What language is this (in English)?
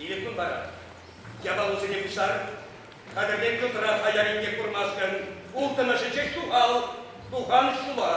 Chuvash